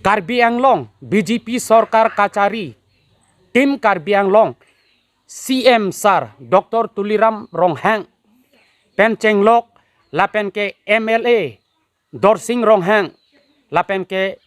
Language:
Karbi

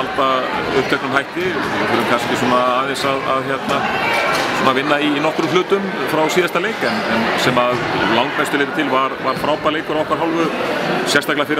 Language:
Icelandic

